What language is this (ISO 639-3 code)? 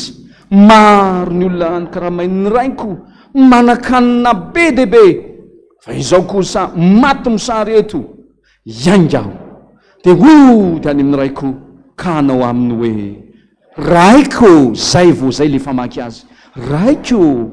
mlg